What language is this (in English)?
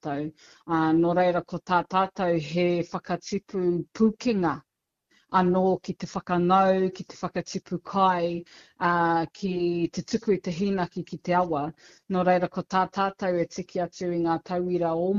Māori